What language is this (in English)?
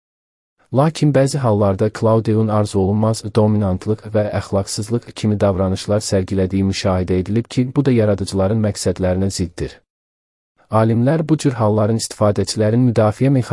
Azerbaijani